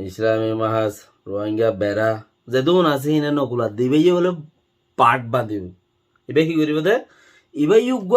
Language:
Rohingya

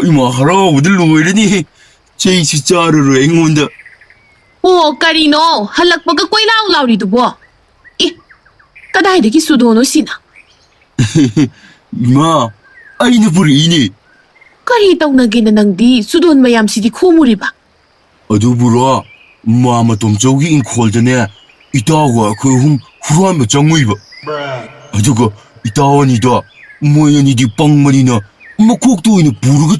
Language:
Manipuri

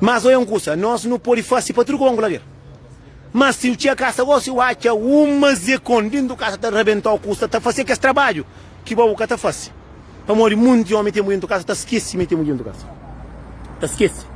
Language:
Kabuverdianu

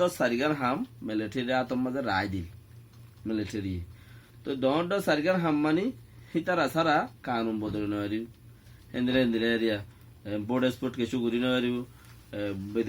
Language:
Rohingya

